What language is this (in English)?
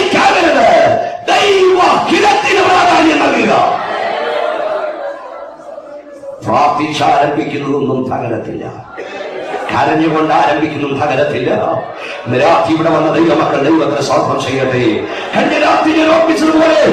Malayalam